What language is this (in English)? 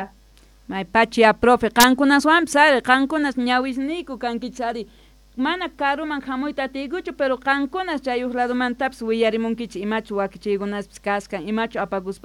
Quechua